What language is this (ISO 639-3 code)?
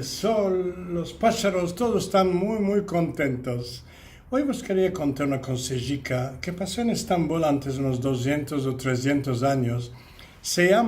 lad